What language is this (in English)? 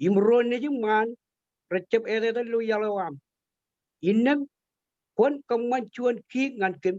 Marshallese